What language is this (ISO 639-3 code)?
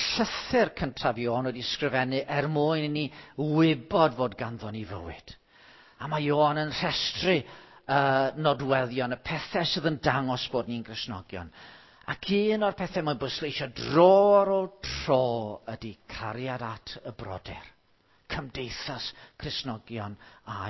cym